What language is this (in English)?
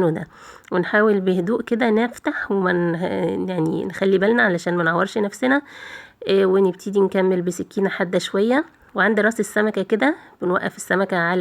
Egyptian Arabic